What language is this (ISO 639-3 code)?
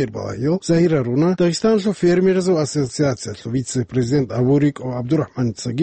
ava